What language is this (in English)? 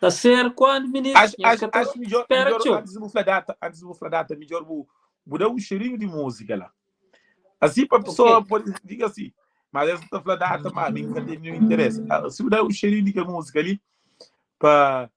Kabuverdianu